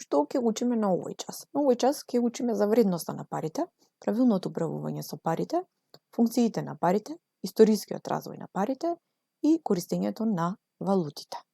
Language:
Macedonian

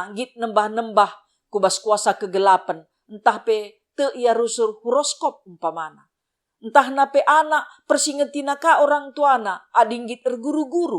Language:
Batak Karo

